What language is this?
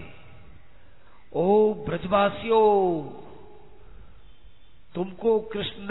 Hindi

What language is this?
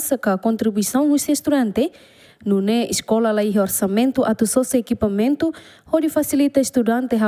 Tetum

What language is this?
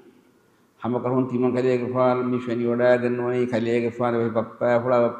Divehi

